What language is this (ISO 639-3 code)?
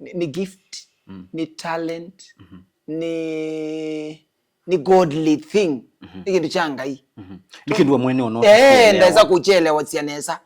kam